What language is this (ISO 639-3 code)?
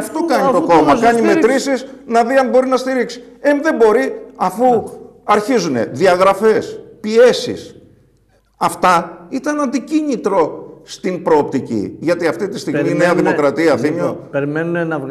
ell